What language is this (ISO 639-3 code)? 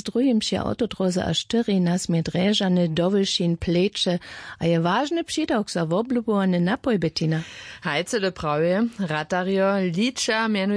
hsb